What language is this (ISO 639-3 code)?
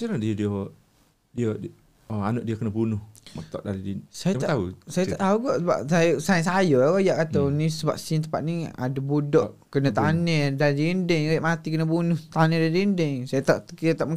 msa